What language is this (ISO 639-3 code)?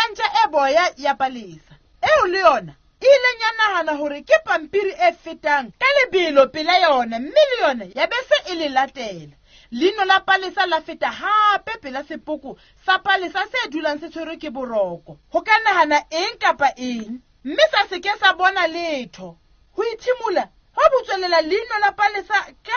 sot